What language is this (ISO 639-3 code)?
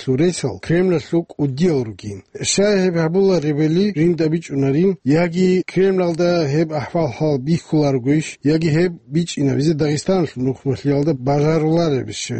ava